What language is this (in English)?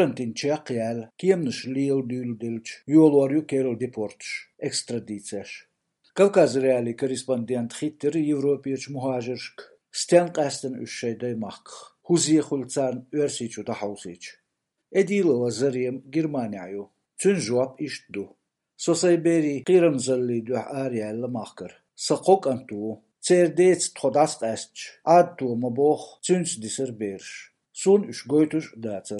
Chechen